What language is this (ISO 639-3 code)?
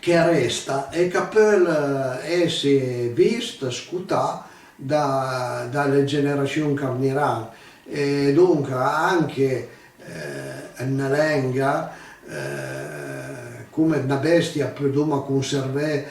pms